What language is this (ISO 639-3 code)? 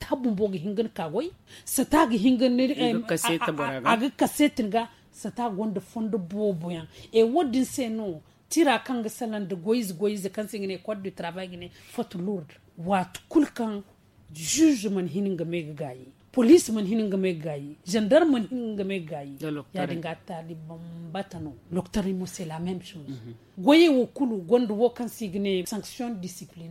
dje